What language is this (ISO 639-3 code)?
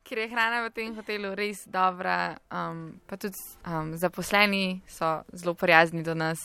slv